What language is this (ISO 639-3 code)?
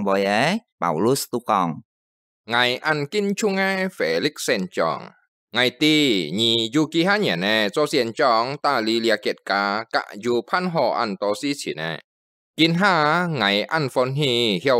hak